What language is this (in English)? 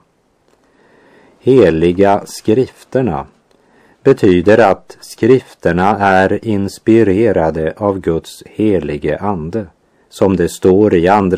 Swedish